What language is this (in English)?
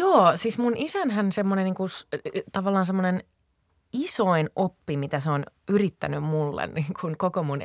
Finnish